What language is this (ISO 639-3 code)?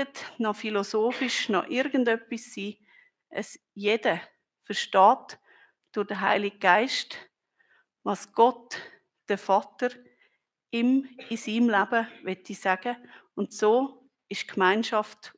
gsw